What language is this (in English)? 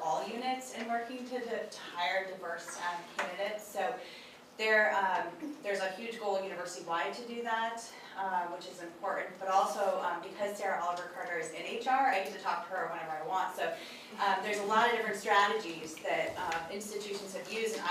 English